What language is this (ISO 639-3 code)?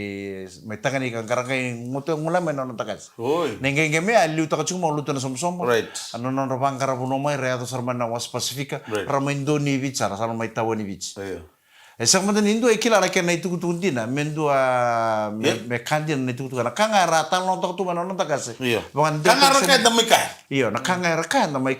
fij